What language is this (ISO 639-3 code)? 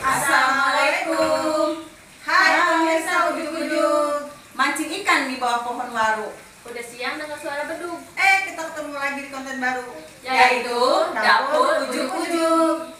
bew